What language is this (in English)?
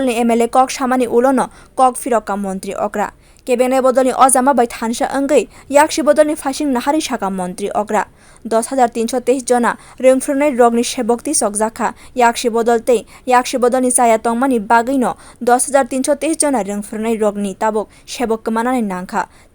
Kok Borok